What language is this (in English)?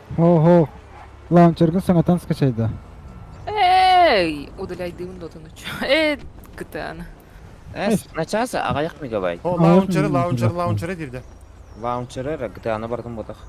Yakut